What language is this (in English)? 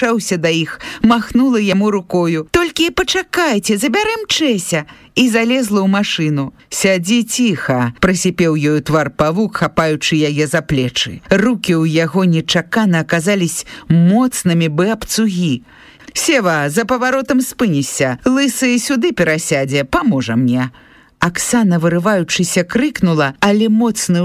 Belarusian